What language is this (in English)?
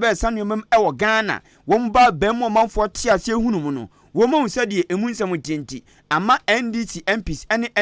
Akan